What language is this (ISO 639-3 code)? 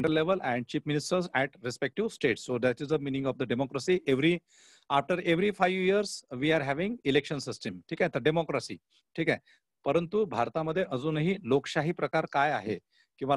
mar